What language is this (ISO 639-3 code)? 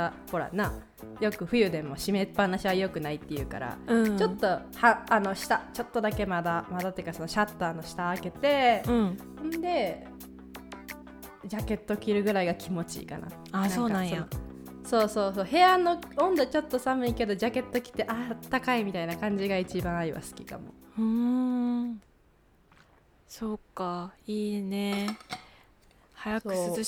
jpn